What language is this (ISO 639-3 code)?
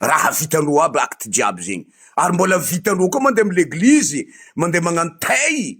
mlg